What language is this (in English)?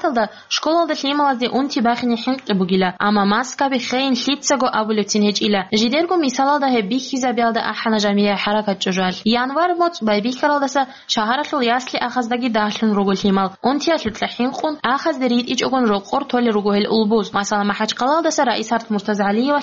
Avaric